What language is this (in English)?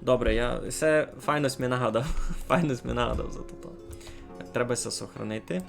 Rusyn